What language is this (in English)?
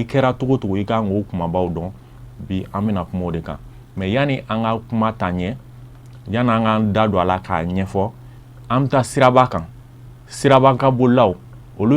Bambara